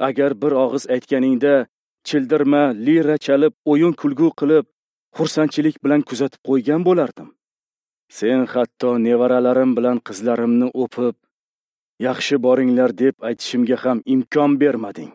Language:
Uzbek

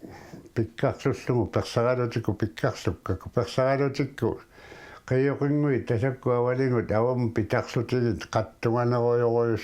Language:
Kalaallisut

